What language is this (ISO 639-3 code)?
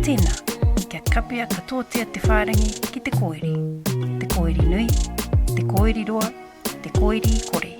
mri